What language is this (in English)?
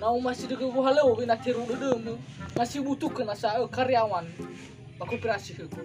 Nias